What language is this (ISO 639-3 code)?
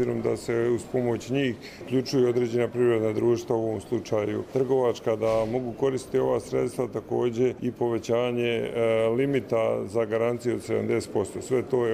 bos